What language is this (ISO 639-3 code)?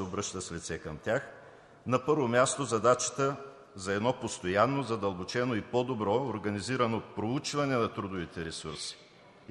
bul